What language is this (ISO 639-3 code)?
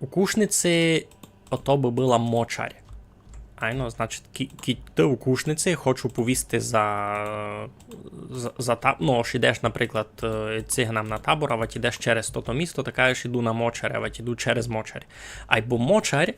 rue